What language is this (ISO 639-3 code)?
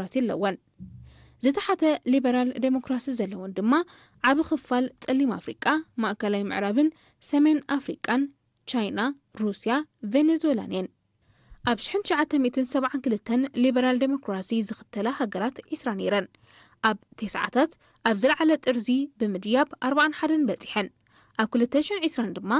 tir